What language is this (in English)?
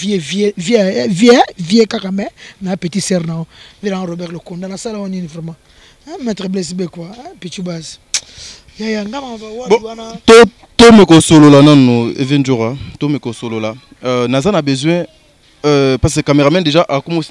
Lingala